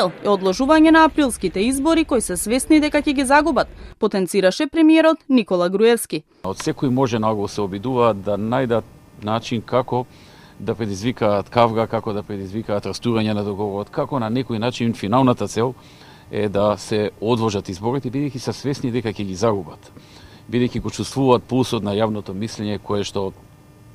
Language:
Macedonian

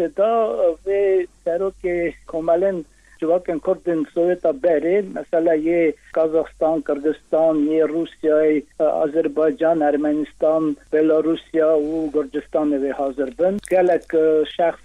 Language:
Kurdish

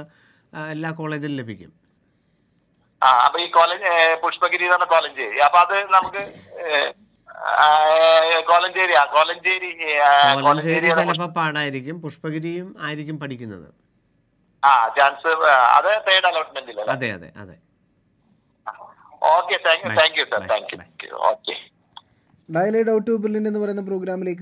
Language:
Malayalam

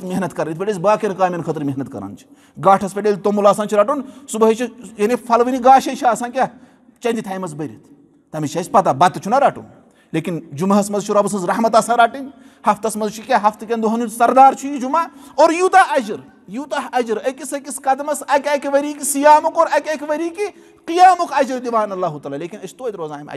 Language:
Kashmiri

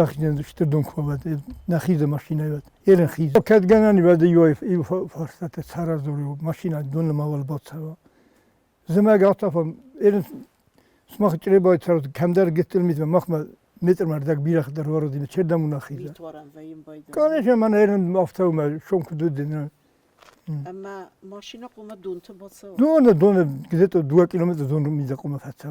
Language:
Ossetic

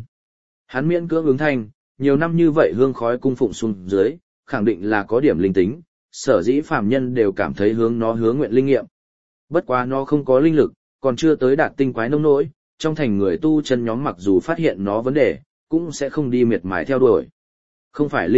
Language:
Vietnamese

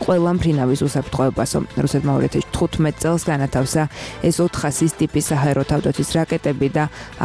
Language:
Georgian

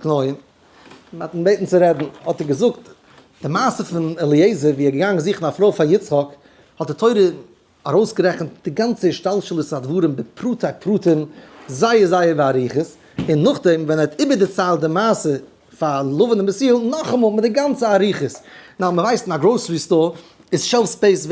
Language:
Yiddish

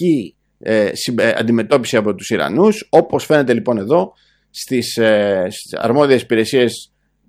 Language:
Greek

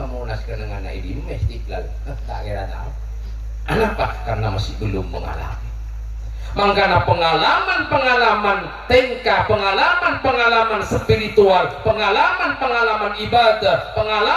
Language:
Madurese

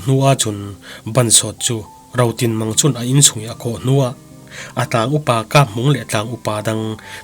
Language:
Falam Chin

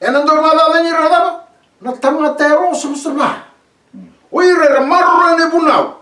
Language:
Fijian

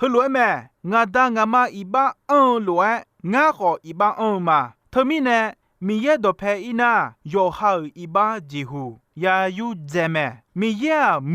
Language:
Akha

